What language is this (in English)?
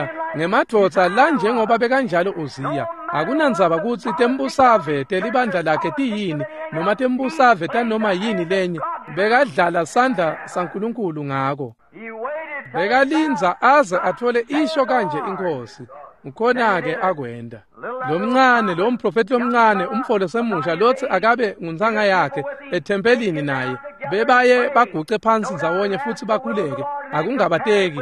Swati